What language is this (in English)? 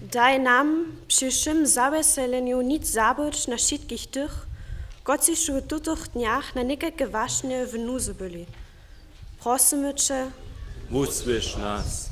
Upper Sorbian